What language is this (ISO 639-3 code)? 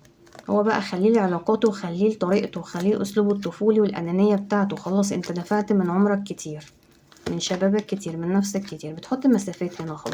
arz